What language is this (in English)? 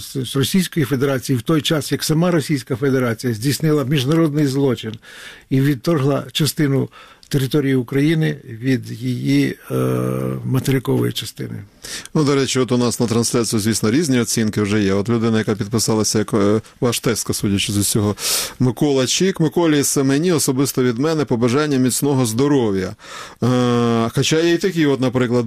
Ukrainian